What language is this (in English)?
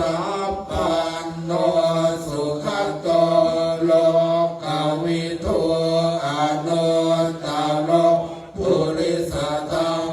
Pali